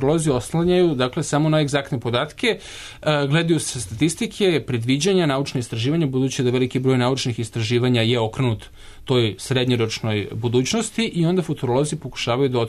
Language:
Serbian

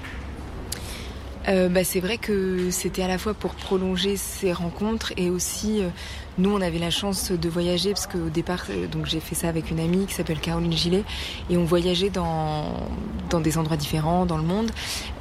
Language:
French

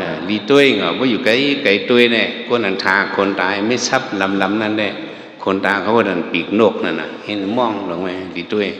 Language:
Shan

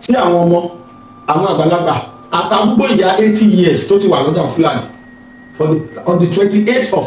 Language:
Yoruba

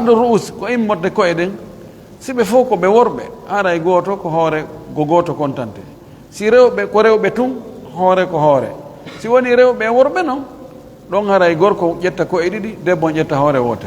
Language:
Pular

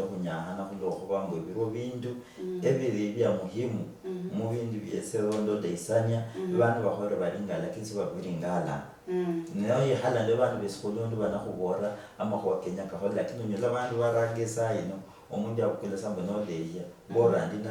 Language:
Luyia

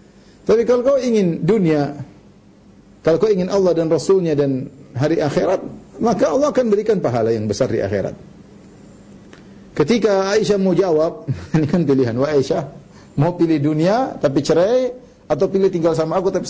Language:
Indonesian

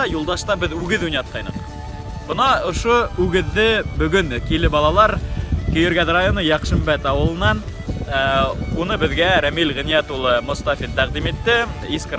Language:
Bashkir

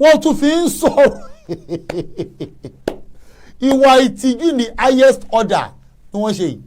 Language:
Yoruba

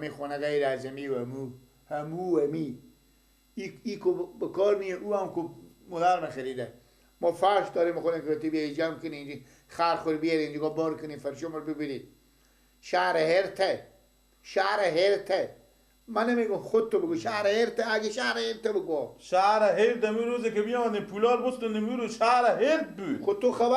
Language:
Persian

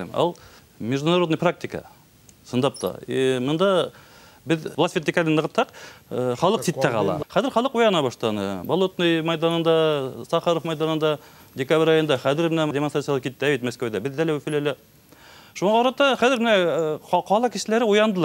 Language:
Bashkir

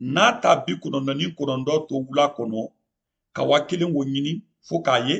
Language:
Mandingo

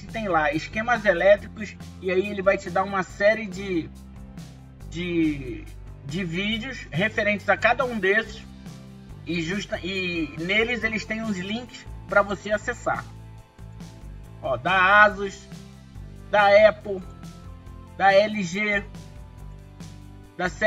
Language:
Portuguese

